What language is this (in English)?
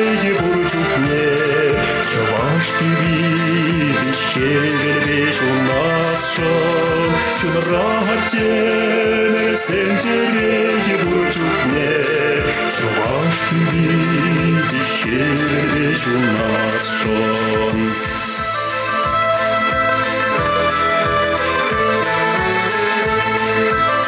Chuvash